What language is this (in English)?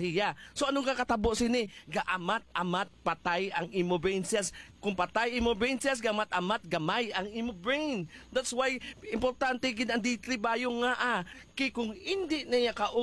Hiligaynon